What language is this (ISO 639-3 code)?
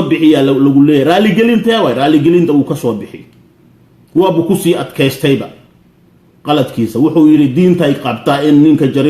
som